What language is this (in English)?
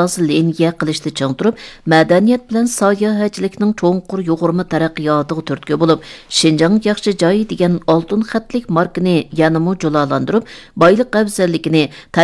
Uyghur